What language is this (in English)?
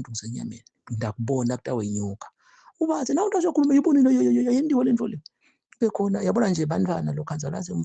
Zulu